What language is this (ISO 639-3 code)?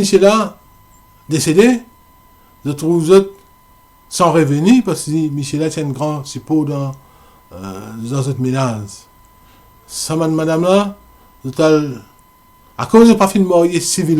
mfe